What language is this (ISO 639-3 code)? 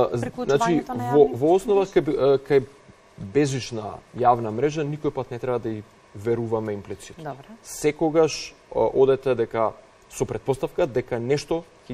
mkd